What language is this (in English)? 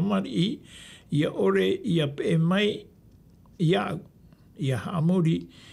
Tahitian